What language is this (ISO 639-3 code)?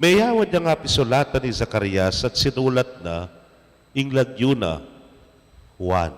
pam